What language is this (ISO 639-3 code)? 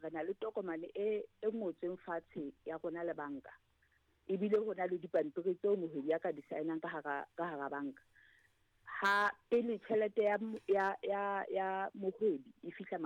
sot